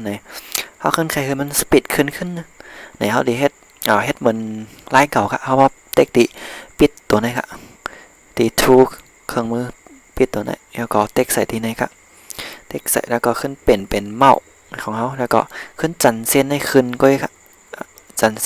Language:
Shan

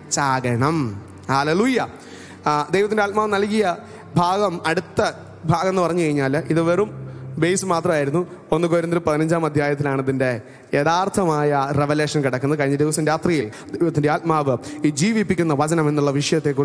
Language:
Malayalam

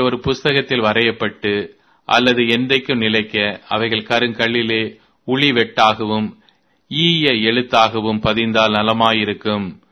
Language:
Tamil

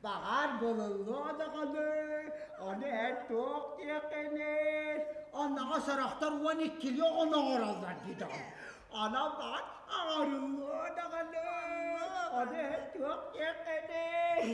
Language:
Yakut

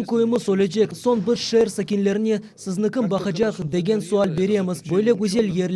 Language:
Crimean Tatar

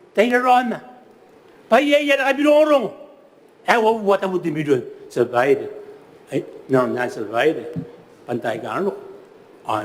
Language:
Gilbertese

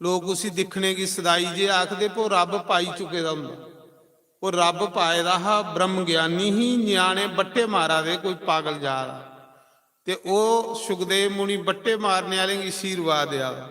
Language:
Dogri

